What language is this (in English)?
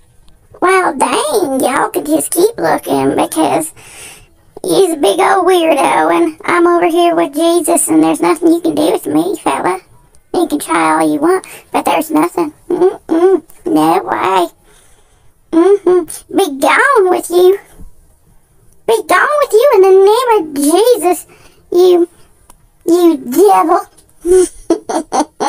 English